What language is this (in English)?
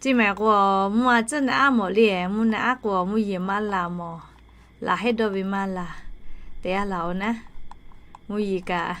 Lahu